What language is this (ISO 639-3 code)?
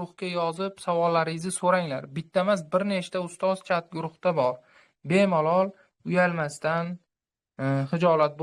uzb